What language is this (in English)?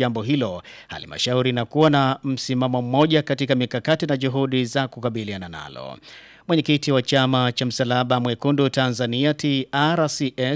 Swahili